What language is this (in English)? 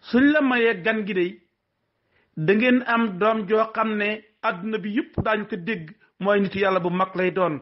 Wolof